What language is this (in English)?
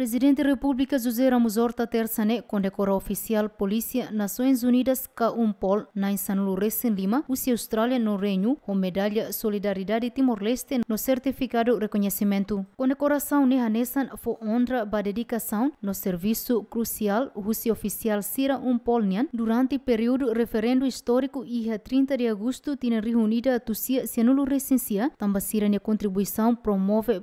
Tetum